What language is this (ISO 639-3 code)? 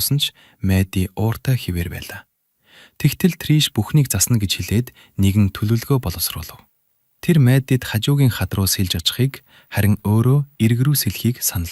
mon